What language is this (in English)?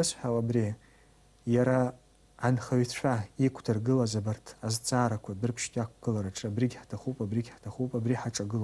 Abkhazian